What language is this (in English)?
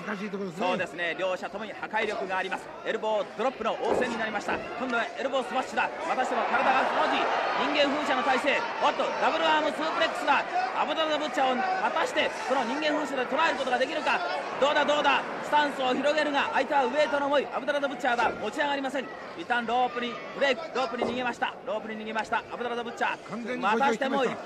Japanese